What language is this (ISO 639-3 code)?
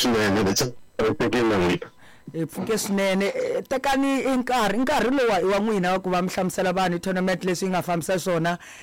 tso